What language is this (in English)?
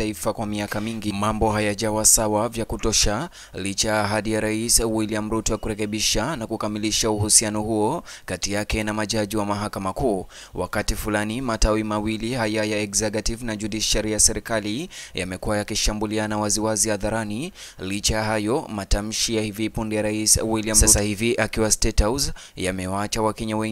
Swahili